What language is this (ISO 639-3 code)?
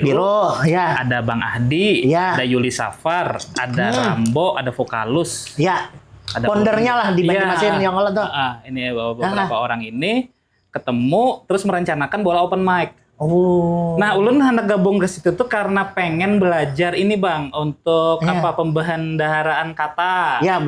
bjn